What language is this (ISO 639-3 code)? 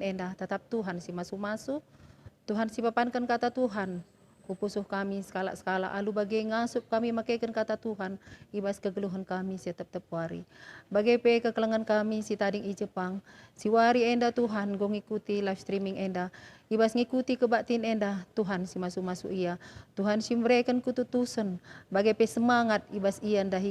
btx